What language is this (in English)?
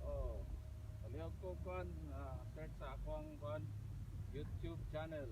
Cebuano